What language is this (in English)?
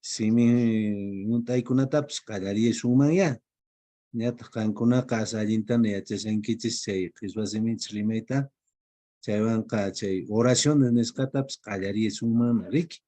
Quechua